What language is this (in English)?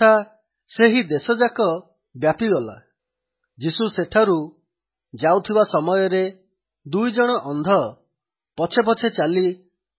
Odia